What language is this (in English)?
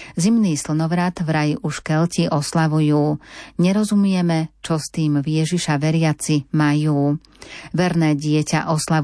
Slovak